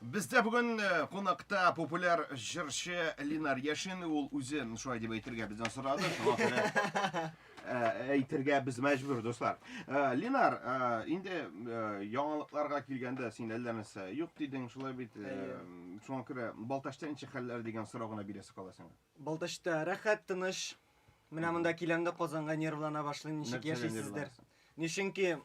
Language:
Tatar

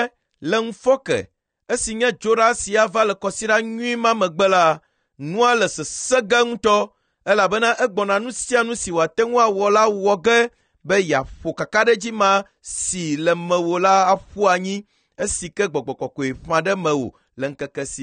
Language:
Ewe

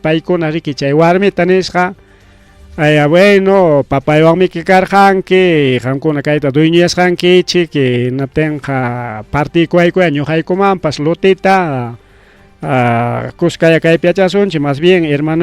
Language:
Ayacucho Quechua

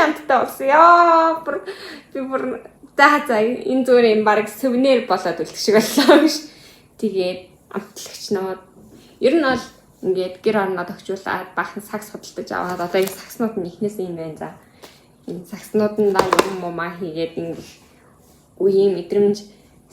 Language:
Mongolian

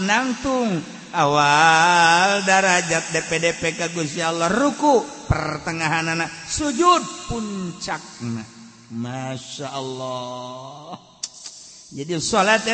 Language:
Sundanese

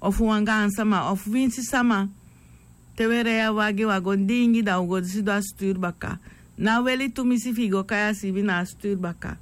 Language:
Sranan Tongo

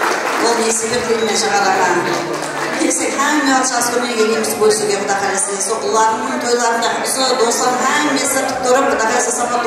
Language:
Kara-Kalpak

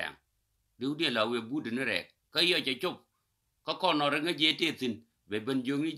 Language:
Nuer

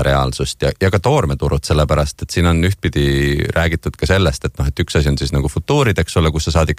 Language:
Estonian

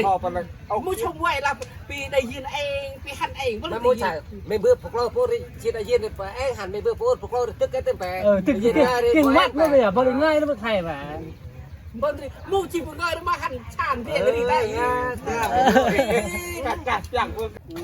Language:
Central Mnong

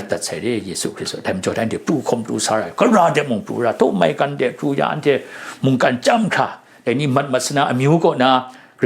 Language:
Kachin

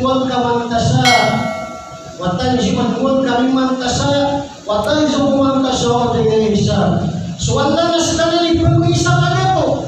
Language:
Maranao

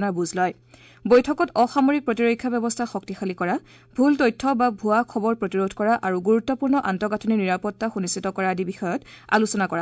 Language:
Assamese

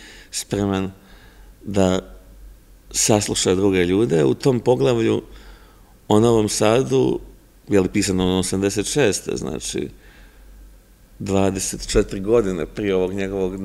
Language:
Serbian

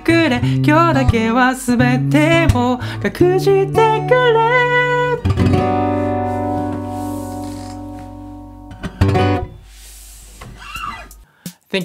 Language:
Japanese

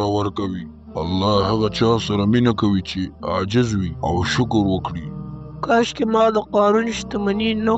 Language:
Pashto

